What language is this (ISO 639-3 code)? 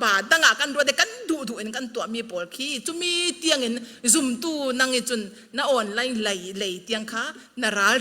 cfm